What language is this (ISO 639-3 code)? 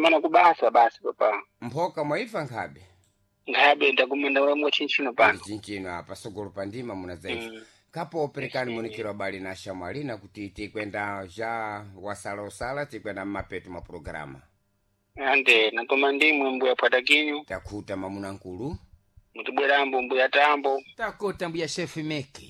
seh